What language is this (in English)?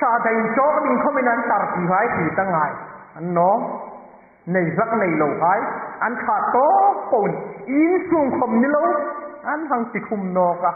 Hmar